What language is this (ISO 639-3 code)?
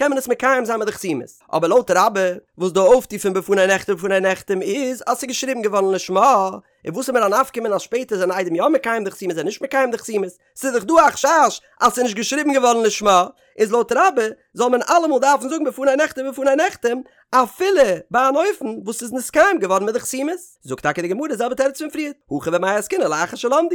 yid